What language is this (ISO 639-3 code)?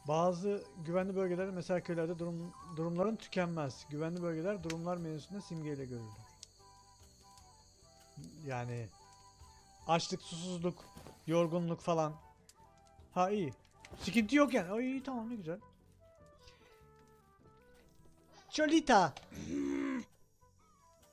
tur